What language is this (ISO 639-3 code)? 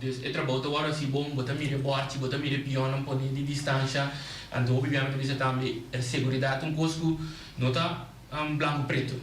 pap